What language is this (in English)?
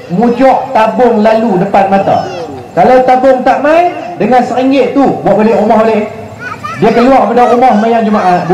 Malay